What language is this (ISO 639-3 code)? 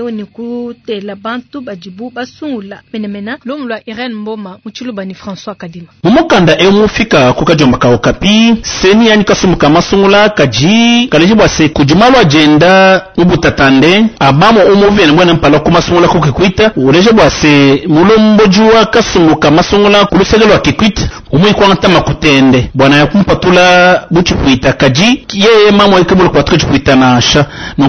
lua